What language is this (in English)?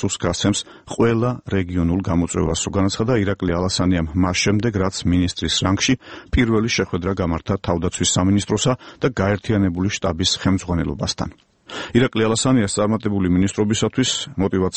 Georgian